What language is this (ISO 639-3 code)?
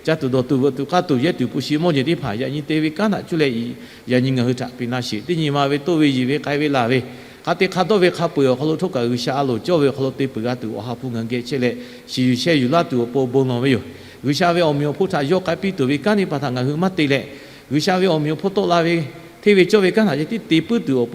lhu